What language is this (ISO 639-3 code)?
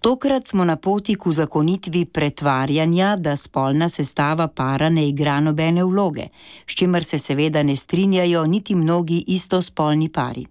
slv